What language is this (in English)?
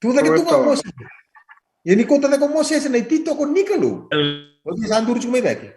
Fijian